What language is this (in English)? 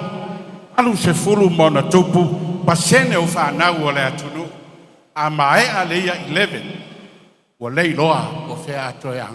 Samoan